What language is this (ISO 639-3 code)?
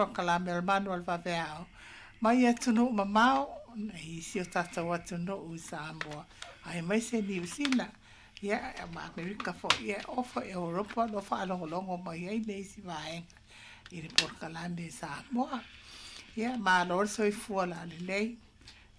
smo